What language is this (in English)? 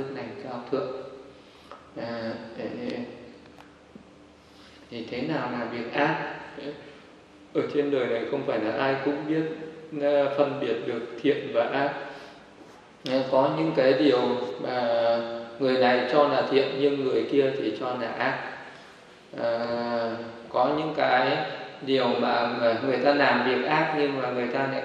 Vietnamese